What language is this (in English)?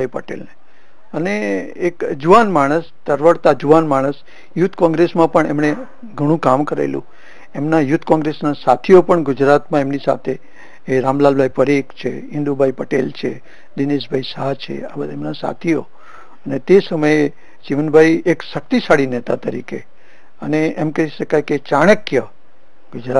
Gujarati